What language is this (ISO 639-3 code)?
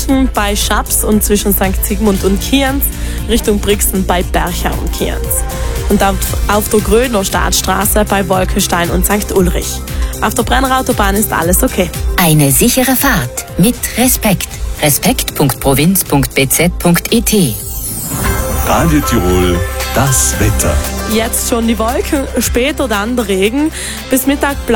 deu